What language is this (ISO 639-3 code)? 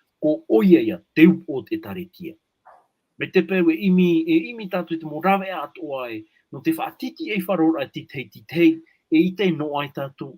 tah